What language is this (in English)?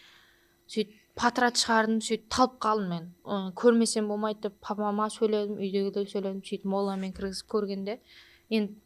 Kara-Kalpak